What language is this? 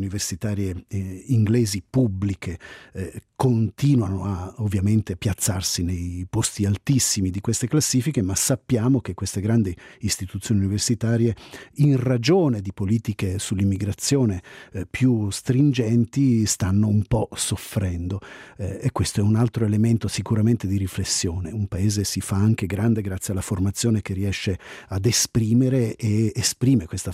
Italian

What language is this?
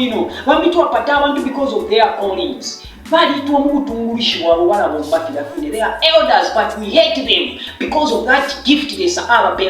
Bemba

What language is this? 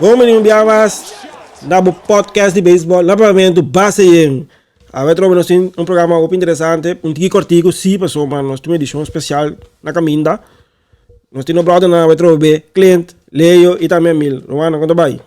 Papiamento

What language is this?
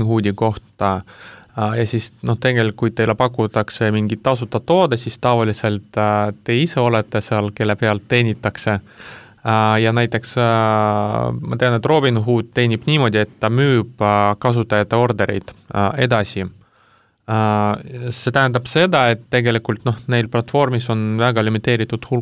Estonian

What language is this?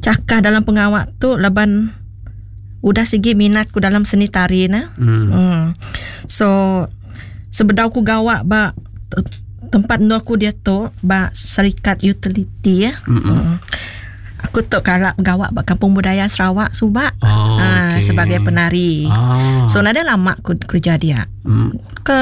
Iban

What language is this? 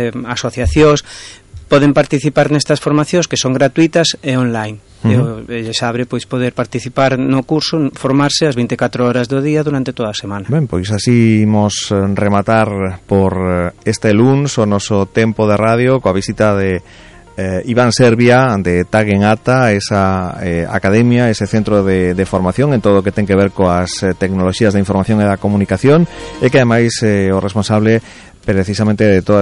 Galician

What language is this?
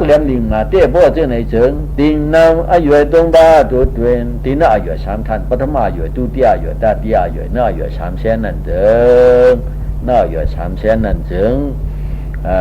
Shan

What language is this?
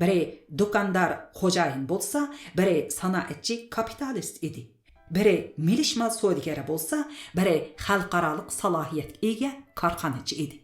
Uyghur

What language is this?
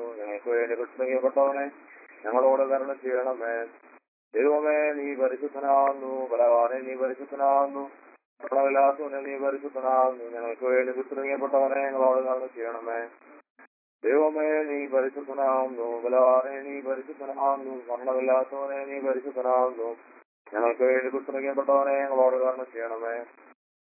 Malayalam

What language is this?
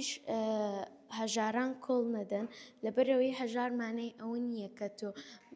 Central Kurdish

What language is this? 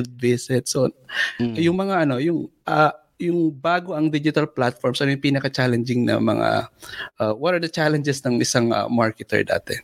Filipino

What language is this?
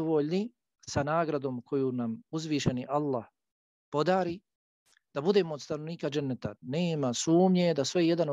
Bosnian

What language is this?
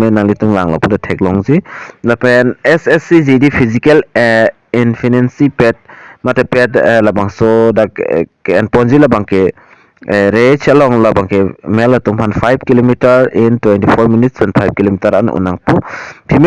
Karbi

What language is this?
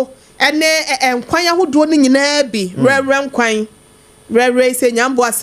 Akan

